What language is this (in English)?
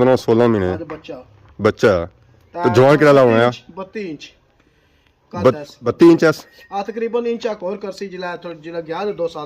Pahari-Potwari